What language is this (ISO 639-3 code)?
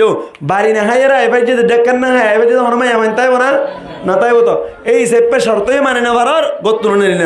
rhg